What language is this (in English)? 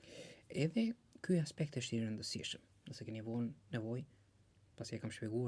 Albanian